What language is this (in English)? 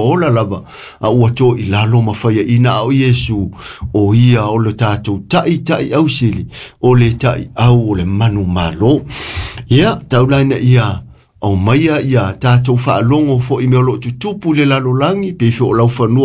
Samoan